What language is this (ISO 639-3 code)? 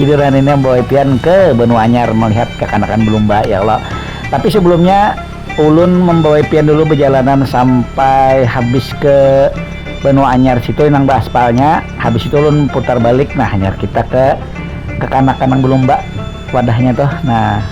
bjn